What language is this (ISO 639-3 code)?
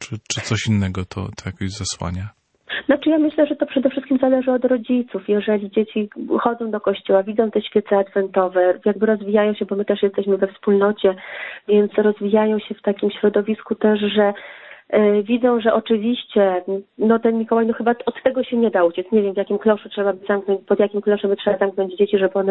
pol